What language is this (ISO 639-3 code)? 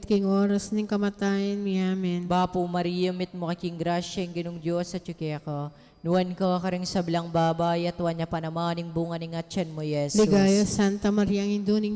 pam